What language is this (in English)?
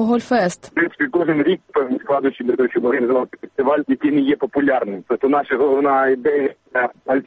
Ukrainian